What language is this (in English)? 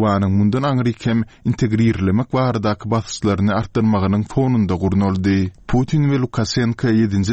Turkmen